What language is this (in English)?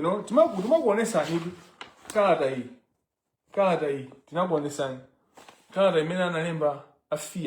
Nyanja